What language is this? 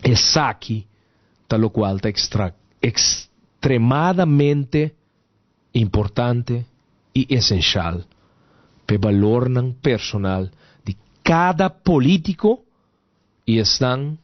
Papiamento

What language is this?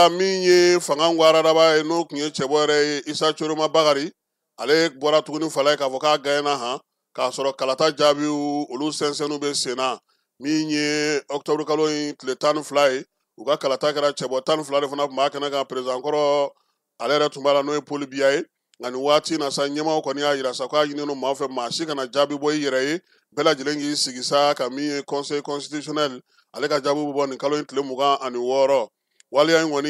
Bambara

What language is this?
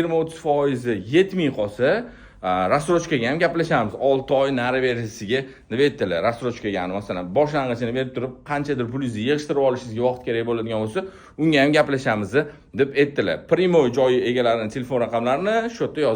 Uzbek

